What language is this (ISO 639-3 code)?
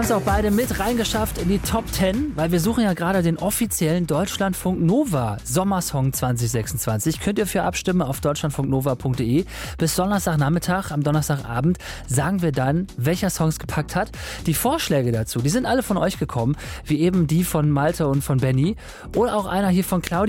deu